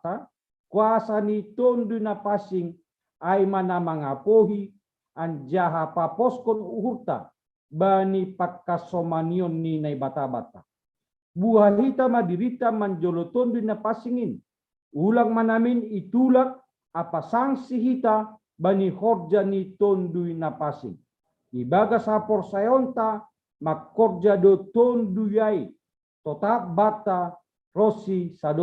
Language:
Batak Simalungun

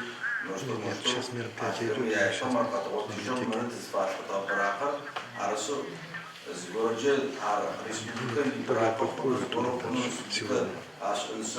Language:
Adyghe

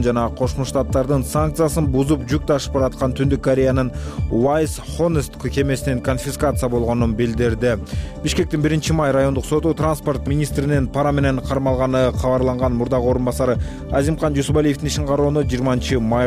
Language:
Kyrgyz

